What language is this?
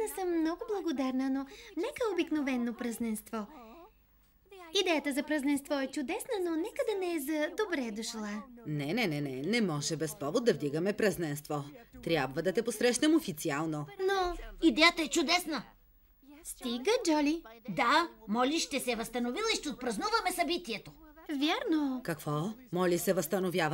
Bulgarian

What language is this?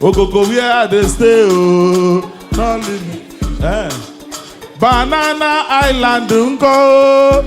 Nigerian Pidgin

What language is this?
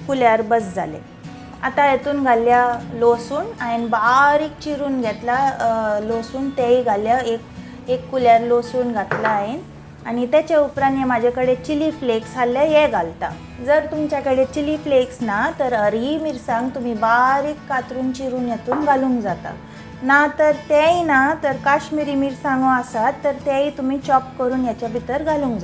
Konkani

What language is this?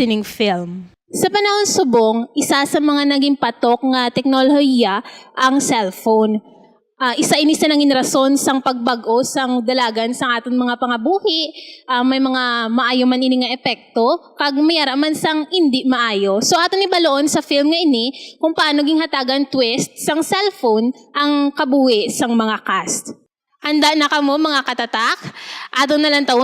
Hiligaynon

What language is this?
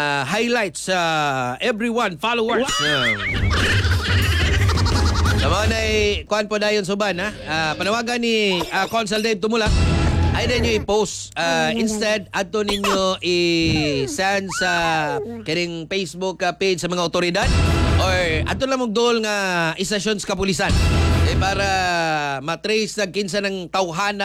Cebuano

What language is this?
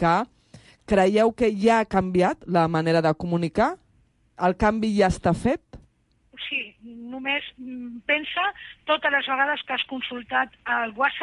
Catalan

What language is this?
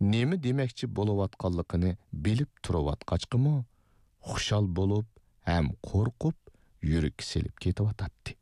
Uyghur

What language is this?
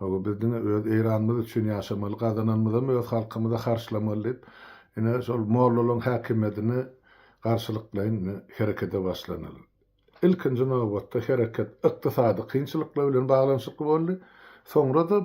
Turkmen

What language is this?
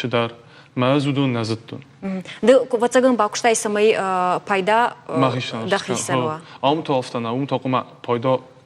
Ossetic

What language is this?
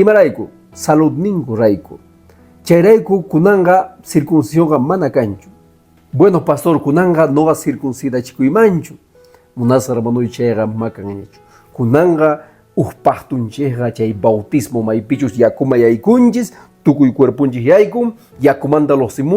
Quechua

